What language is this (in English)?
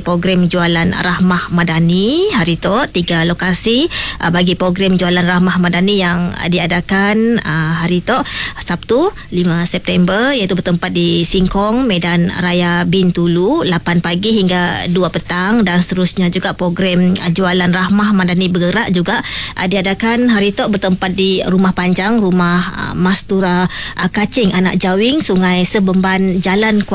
Iban